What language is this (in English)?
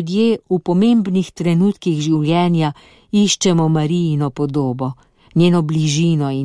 Slovenian